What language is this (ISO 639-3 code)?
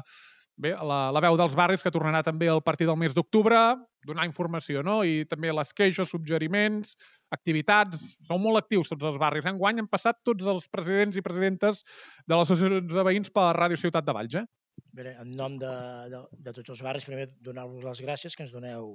cat